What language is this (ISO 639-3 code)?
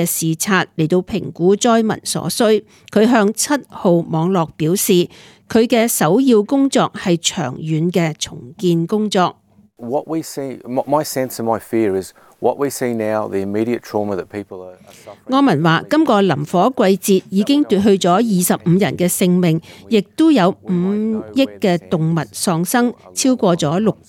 yue